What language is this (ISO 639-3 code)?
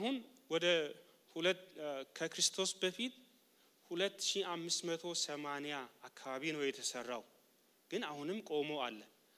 amh